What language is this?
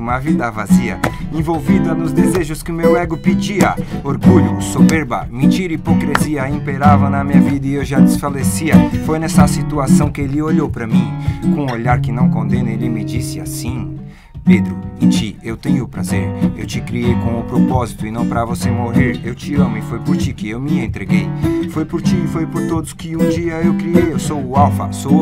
Portuguese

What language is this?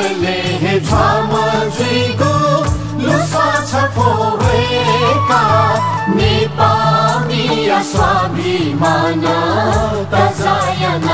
Newari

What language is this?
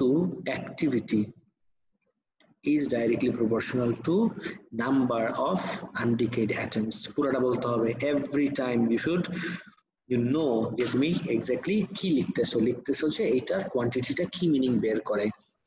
Bangla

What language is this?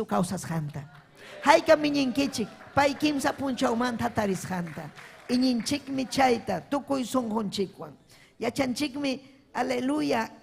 Ayacucho Quechua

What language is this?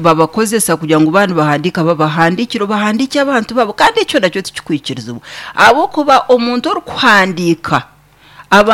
Nyankole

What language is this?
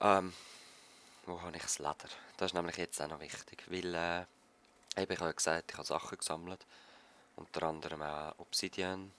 Swiss German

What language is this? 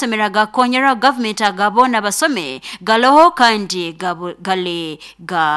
Nyankole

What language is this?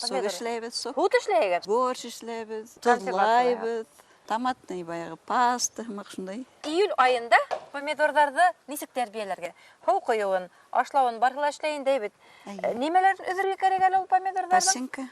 Bashkir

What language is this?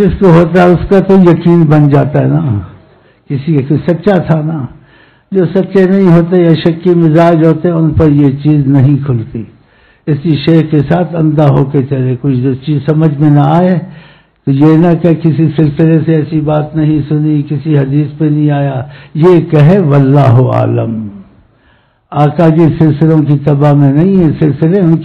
Urdu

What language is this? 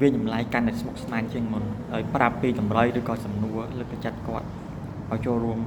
Khmer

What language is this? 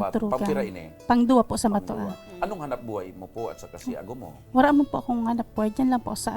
Bikol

